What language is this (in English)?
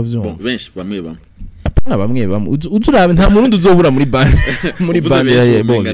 Rundi